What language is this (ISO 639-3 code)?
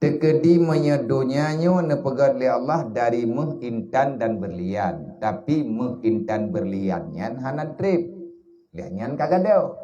ace